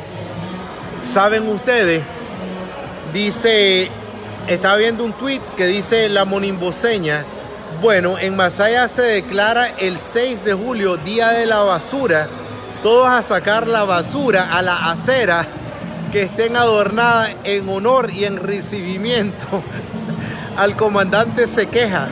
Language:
Spanish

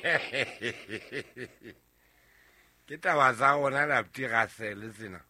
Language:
Southern Sotho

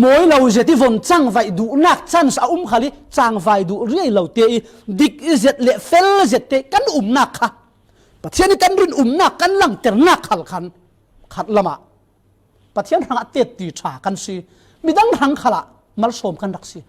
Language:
Falam Chin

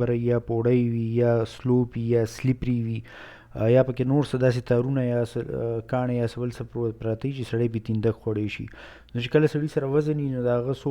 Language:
Pashto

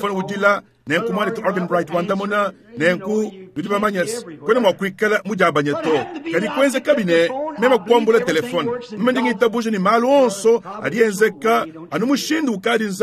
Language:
Luba-Lulua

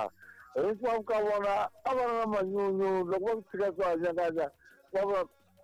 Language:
Tsonga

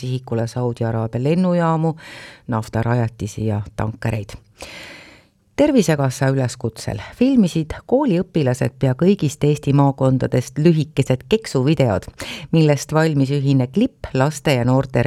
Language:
Estonian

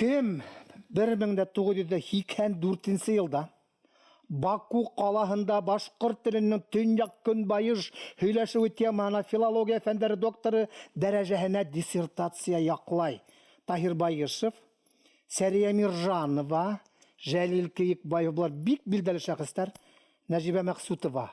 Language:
Bashkir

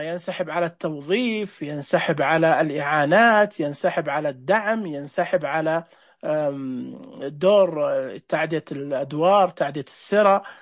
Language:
Najdi Arabic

